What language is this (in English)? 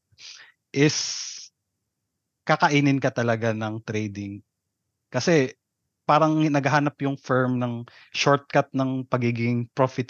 Filipino